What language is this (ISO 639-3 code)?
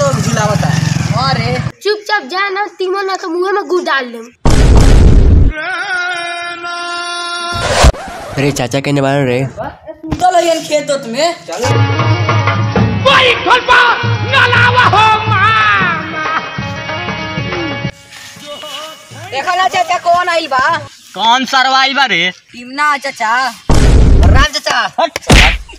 bho